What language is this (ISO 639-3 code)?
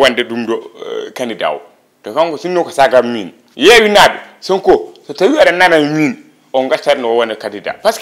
ful